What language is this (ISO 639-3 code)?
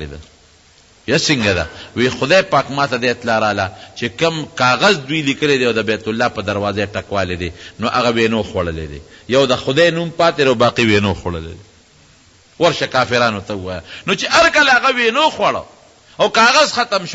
pus